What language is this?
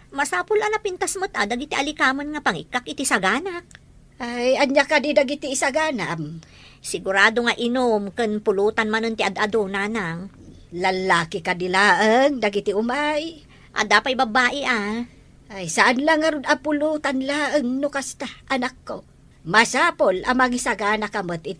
Iloko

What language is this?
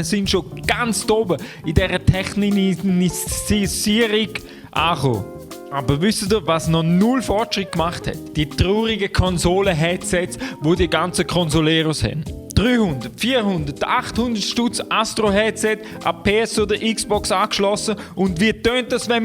Swiss German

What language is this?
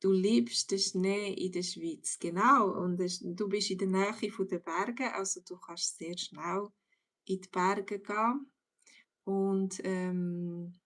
Swiss German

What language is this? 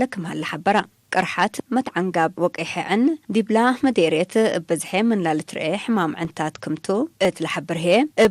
Tigre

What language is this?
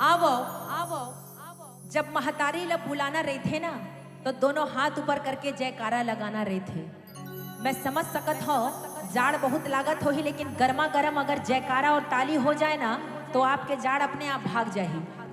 Chhattisgarhi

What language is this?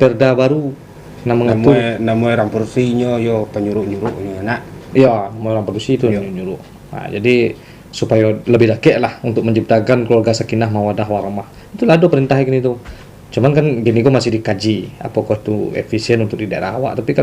Minangkabau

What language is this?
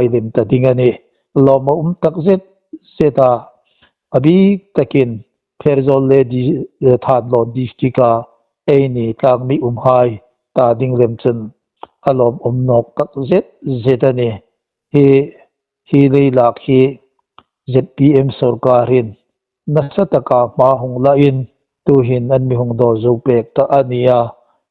Hmar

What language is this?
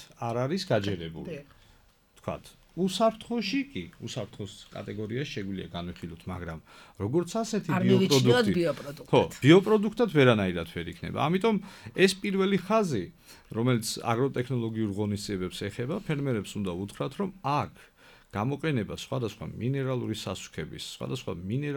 Georgian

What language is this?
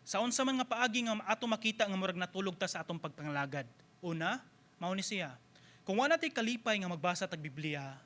Cebuano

